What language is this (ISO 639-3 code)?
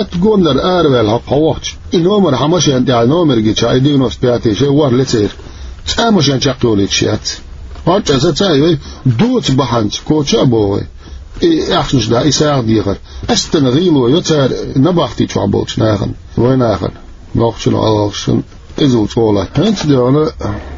che